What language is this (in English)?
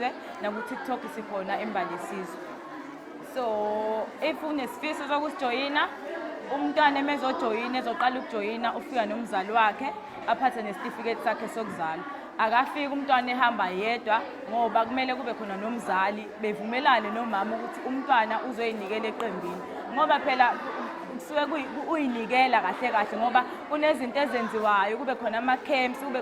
Zulu